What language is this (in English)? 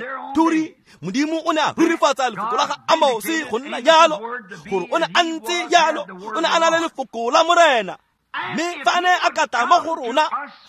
Tswana